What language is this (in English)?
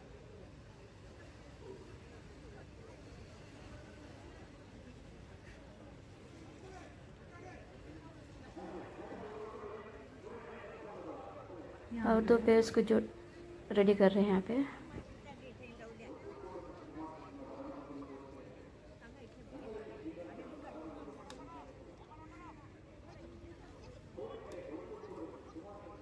Kannada